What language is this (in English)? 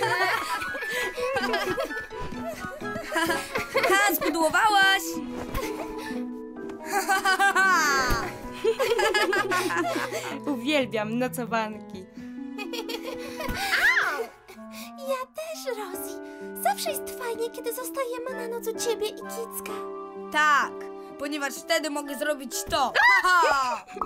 Polish